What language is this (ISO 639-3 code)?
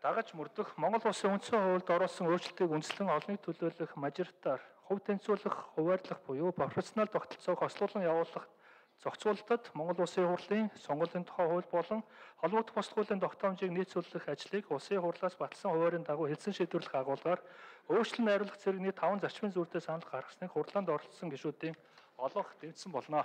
mon